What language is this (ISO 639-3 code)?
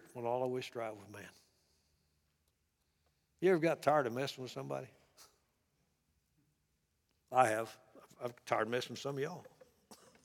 eng